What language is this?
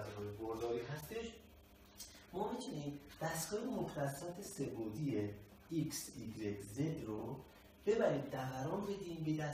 Persian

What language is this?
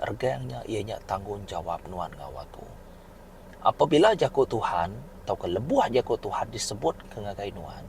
Iban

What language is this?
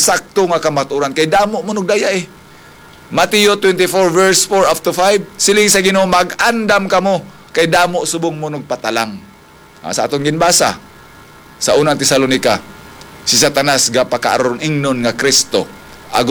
Hiligaynon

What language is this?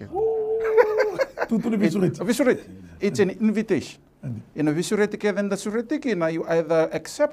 Fijian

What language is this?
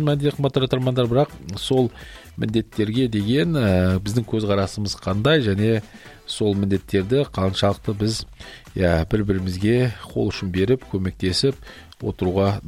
Kazakh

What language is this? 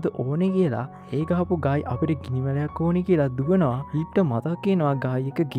Sinhala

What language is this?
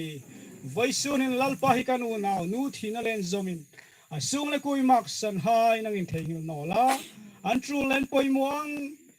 Hmar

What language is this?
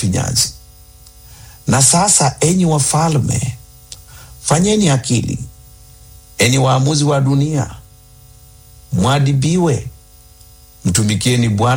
Swahili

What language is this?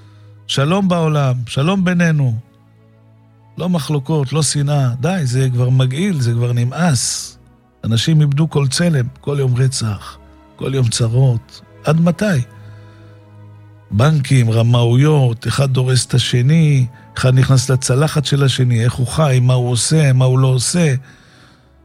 Hebrew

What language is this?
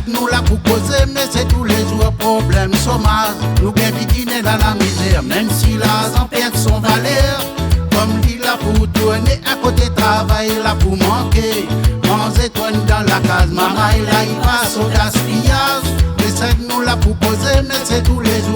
Réunion Creole French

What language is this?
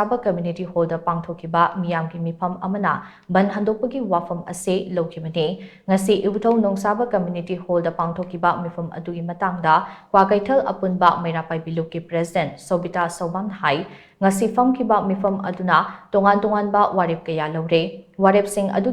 Manipuri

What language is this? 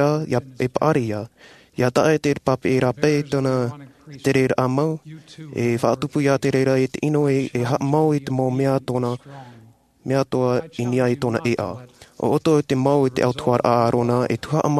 Tahitian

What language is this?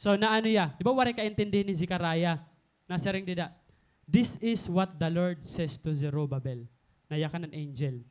Waray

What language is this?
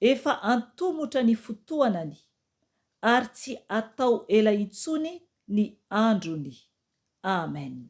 Malagasy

